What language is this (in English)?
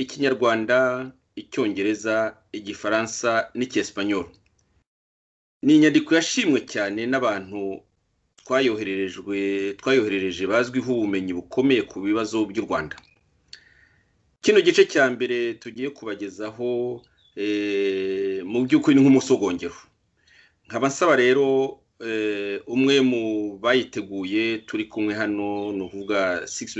Kinyarwanda